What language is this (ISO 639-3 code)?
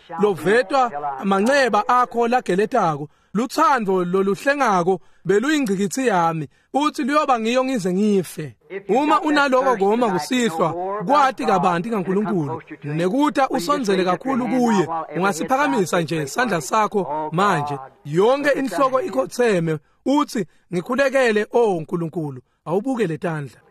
ssw